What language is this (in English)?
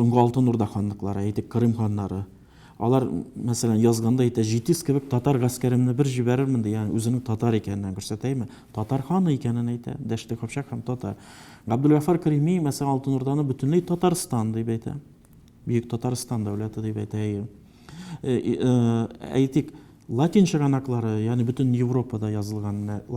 Tatar